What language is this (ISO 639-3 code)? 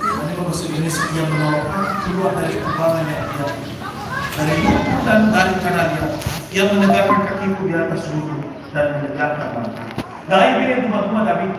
nia